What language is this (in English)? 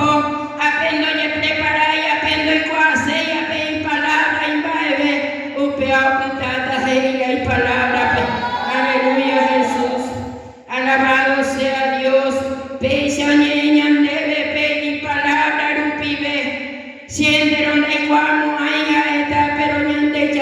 Guarani